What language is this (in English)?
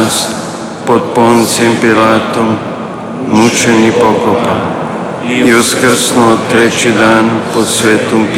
Croatian